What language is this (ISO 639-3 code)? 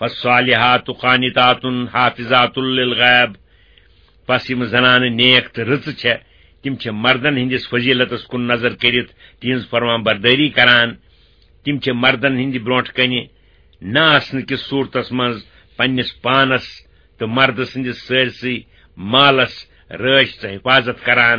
kas